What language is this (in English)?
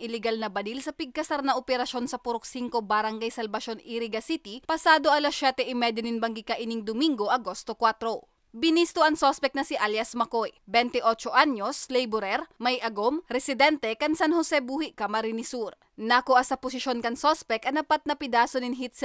Bikol